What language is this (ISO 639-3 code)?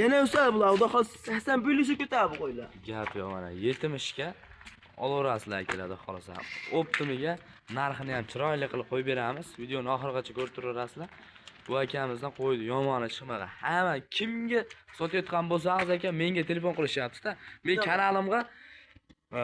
uzb